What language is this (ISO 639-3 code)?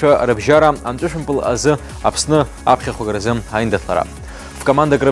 abk